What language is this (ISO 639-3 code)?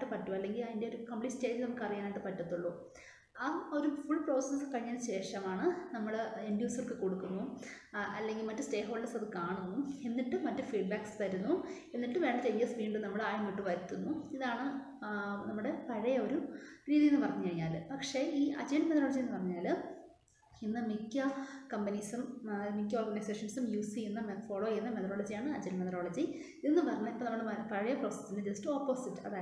mal